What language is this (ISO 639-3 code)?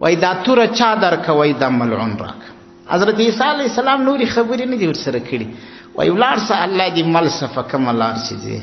pus